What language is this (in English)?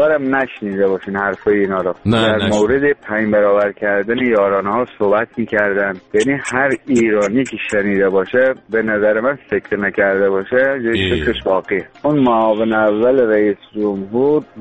Persian